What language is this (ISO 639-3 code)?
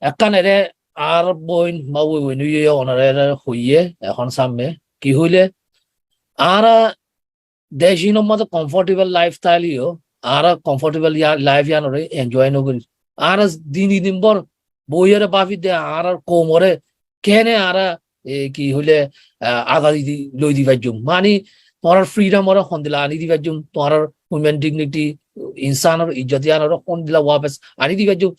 rhg